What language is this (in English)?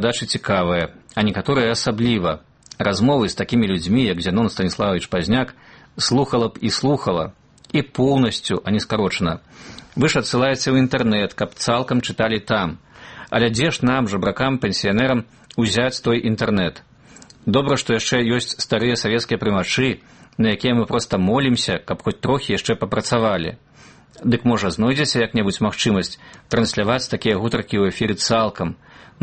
Belarusian